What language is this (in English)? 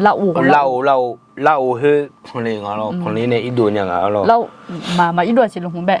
Akha